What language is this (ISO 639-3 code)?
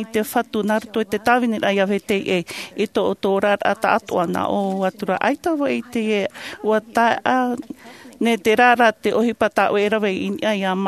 tah